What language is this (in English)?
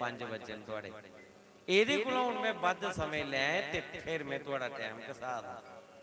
Dogri